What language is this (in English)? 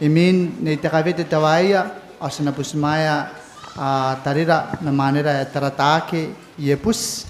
Gilbertese